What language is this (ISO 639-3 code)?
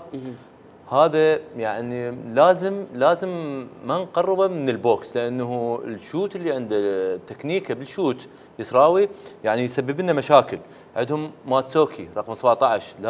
acm